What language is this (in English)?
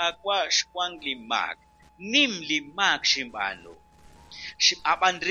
Kekchí